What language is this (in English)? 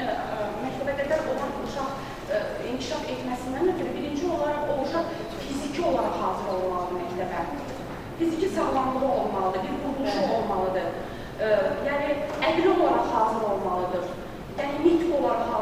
Azerbaijani